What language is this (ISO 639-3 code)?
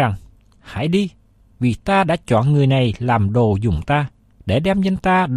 vie